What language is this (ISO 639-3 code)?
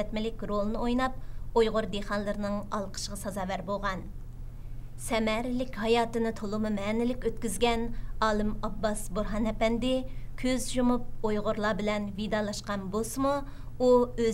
uig